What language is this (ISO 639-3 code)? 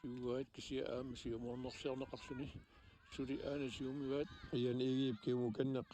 kal